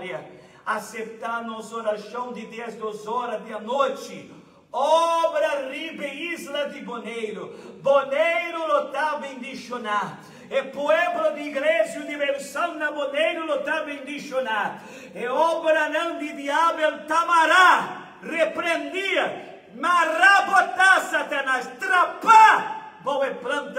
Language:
Papiamento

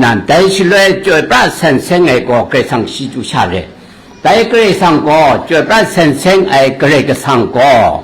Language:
Kachin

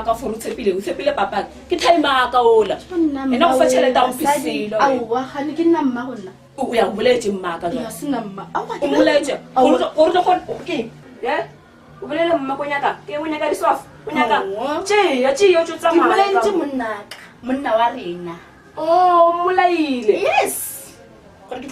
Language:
Northern Sotho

